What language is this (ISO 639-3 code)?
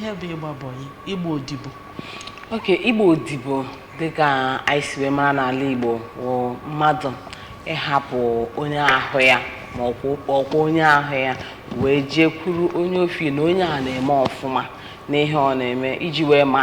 ibo